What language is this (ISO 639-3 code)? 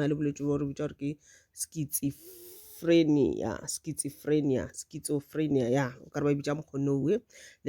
nso